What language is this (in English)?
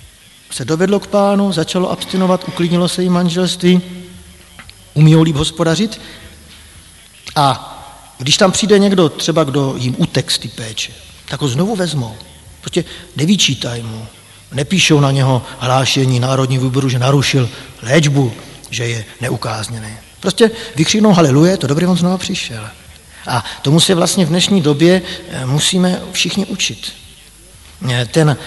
Czech